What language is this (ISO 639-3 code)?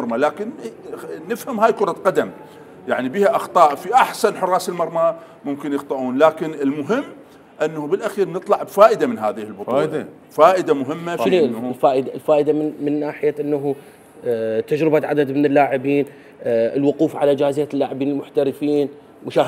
acm